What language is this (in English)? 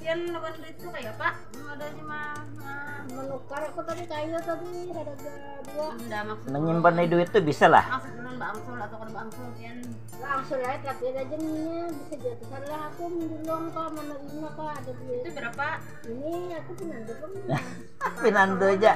Banjar